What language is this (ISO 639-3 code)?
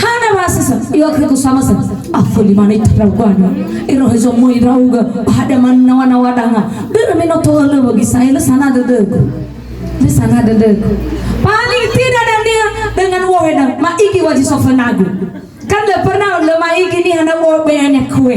nia